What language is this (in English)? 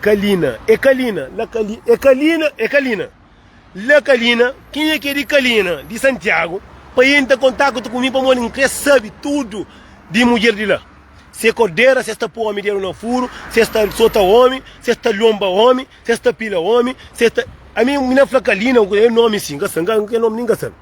Kabuverdianu